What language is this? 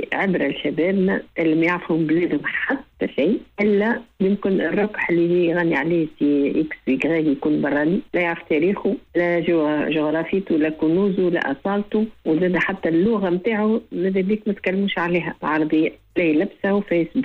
Tunisian Arabic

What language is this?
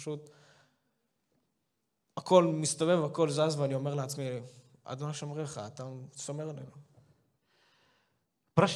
Hebrew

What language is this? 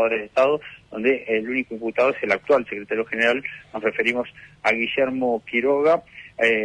Spanish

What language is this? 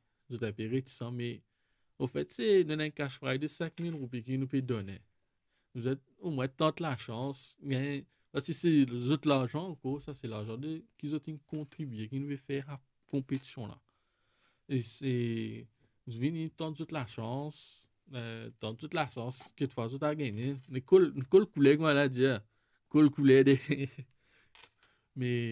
Morisyen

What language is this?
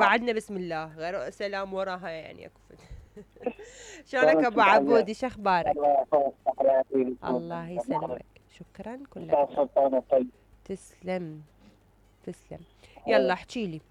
Mesopotamian Arabic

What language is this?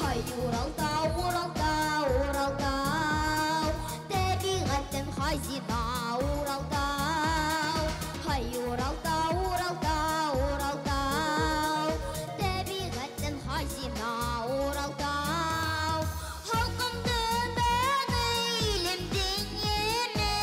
Bashkir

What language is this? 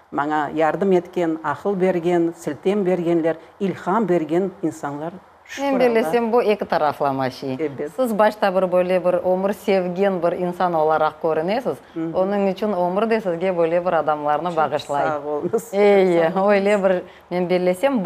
Crimean Tatar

